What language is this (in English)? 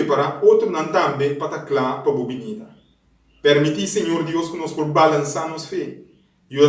Papiamento